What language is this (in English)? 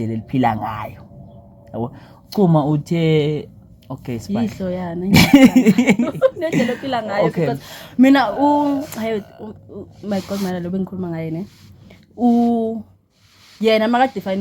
Zulu